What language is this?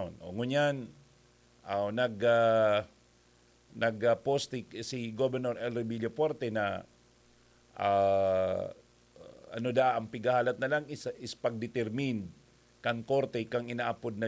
Bikol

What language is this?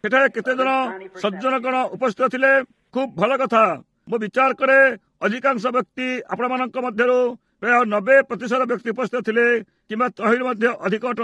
Odia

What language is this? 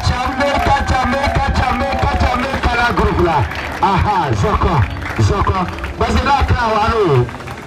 Frafra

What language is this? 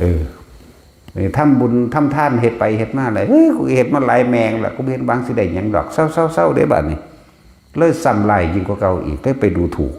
Northeastern Thai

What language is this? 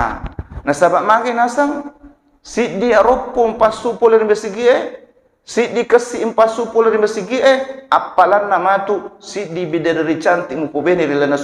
Buginese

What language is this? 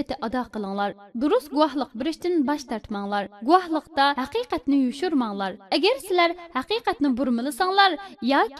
Uyghur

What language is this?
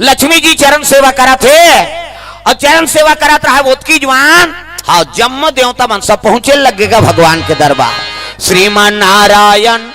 Chhattisgarhi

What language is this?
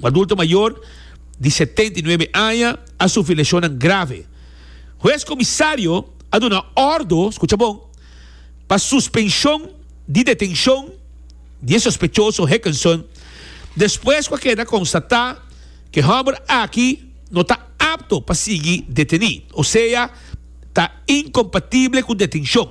Papiamento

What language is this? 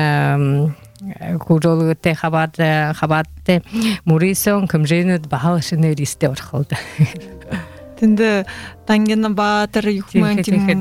Buriat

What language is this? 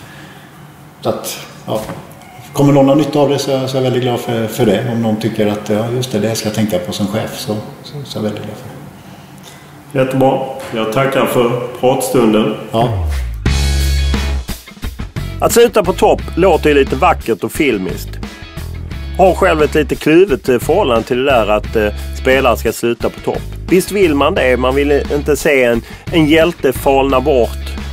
Swedish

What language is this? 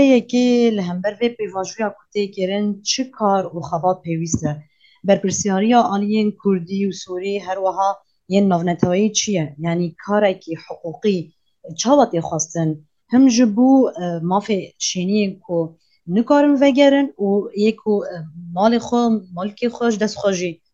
Kurdish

